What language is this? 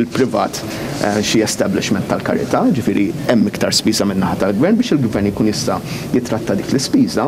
Maltese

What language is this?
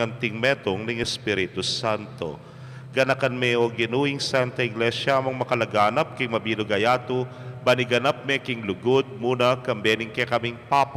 Pampanga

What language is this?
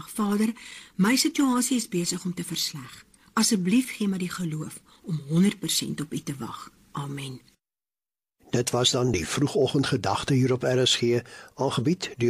Afrikaans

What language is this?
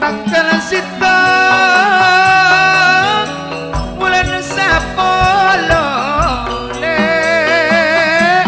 Madurese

